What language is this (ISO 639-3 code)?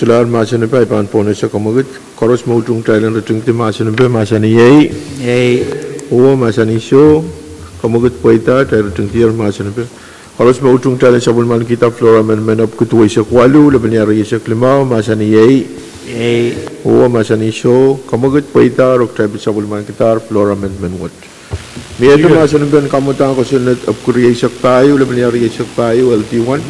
pon